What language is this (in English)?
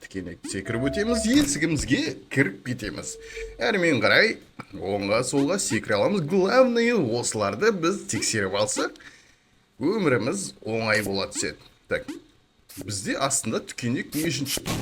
Kazakh